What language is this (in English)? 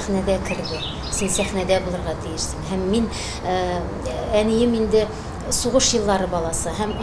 Tatar